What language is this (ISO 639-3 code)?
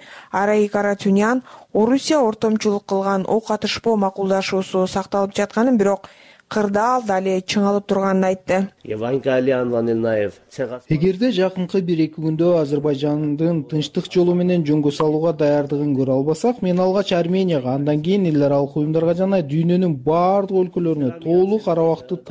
kir